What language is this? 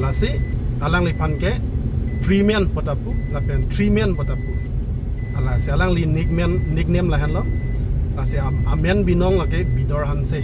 Karbi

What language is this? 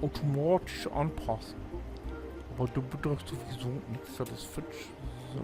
Low German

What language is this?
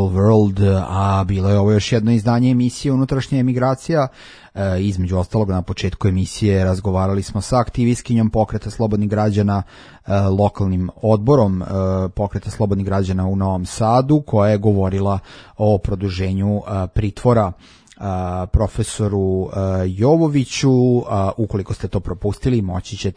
Serbian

